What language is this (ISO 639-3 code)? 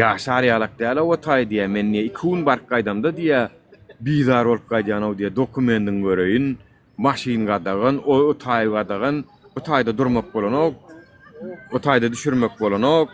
tuk